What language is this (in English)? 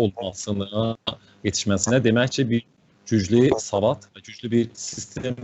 South Azerbaijani